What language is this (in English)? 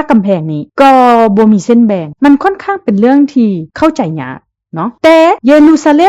Lao